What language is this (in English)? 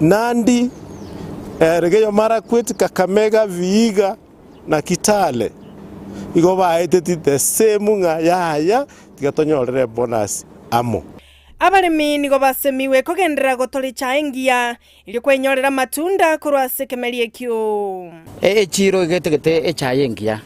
Gusii